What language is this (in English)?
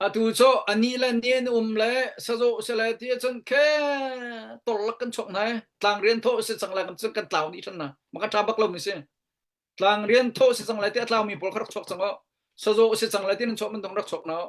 Hakha Chin